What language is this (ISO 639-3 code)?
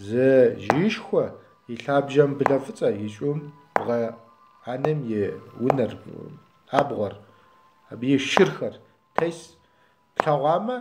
kbd